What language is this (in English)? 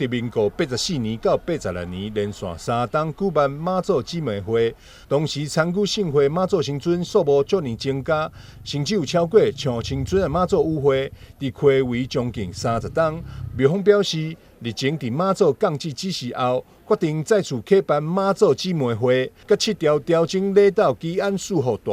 Min Nan Chinese